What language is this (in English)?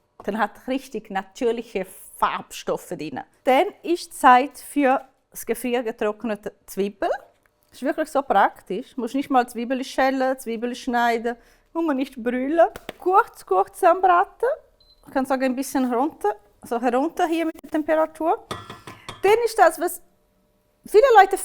Swiss German